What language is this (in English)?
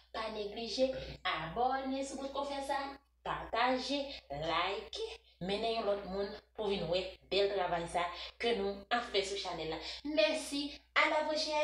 Haitian Creole